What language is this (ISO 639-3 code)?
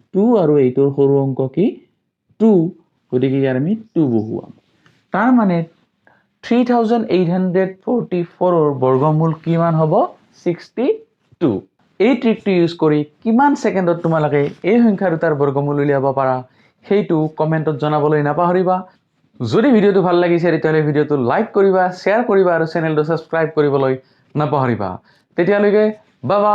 asm